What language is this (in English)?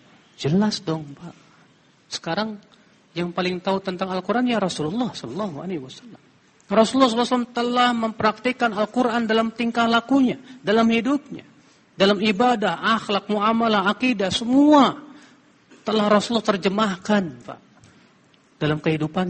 Indonesian